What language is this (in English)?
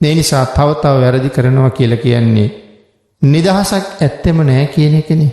Sinhala